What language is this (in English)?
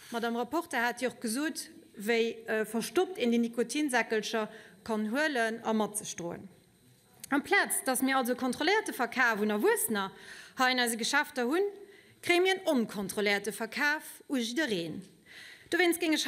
Luxembourgish